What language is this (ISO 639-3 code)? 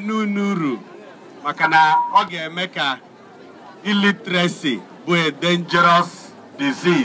ibo